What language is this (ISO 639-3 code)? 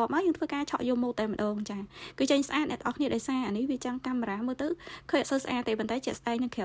khm